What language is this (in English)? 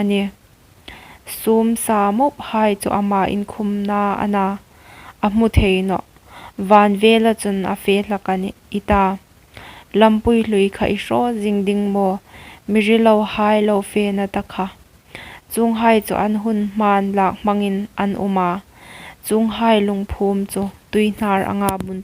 Hmar